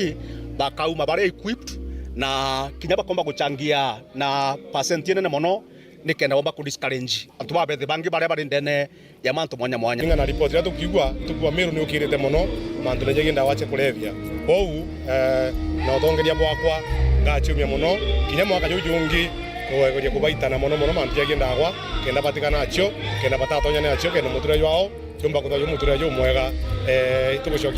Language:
Meru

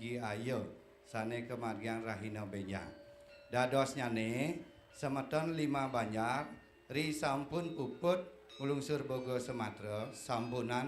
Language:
Balinese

